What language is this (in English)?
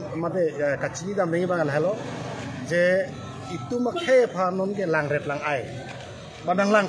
Karbi